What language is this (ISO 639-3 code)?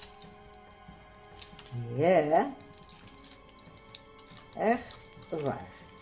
nld